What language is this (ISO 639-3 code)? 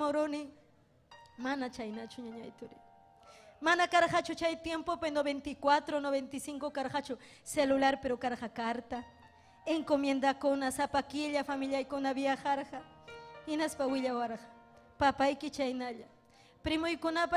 quy